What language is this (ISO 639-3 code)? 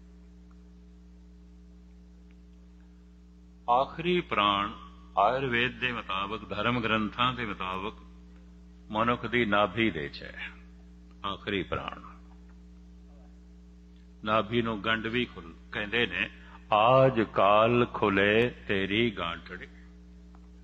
pan